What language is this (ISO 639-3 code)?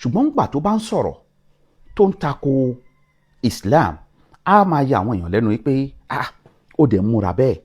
yor